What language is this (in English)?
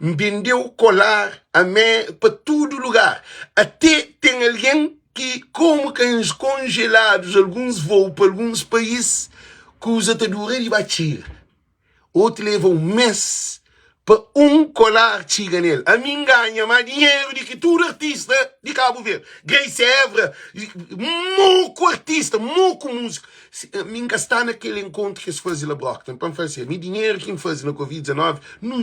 Kabuverdianu